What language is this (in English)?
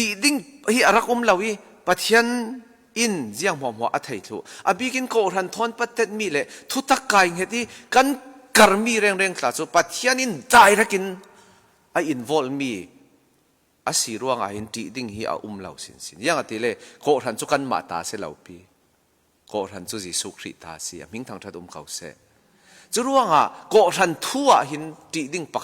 Falam Chin